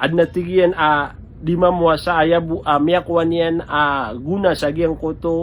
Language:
Maranao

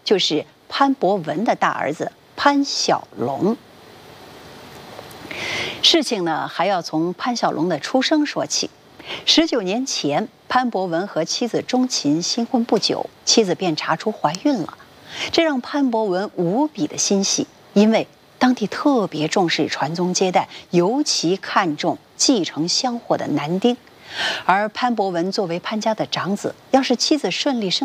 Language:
Chinese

